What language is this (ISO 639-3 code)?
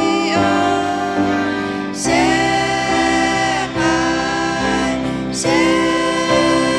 lhu